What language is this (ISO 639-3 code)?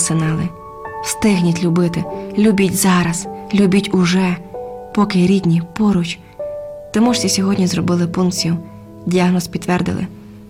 ukr